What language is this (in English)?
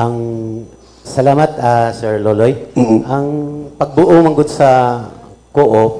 Cebuano